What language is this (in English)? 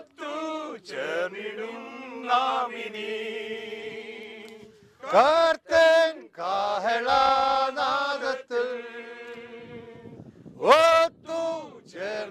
Malayalam